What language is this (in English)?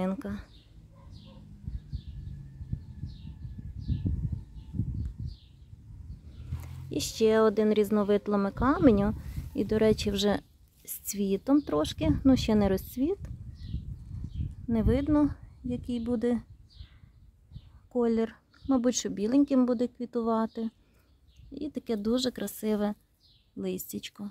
Ukrainian